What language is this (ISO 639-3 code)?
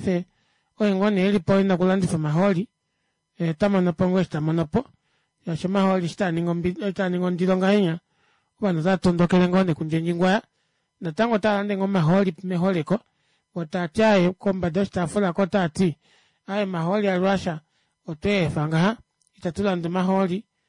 kua